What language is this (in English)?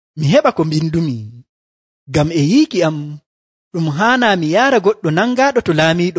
Nigerian Fulfulde